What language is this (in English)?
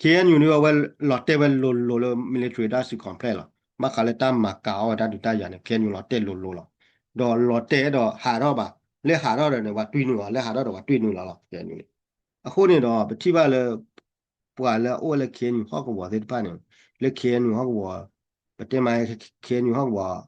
S'gaw Karen